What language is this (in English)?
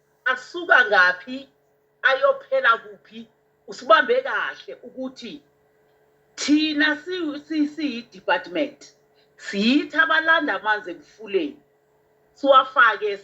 Zulu